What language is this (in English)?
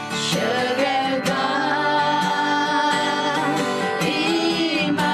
Akha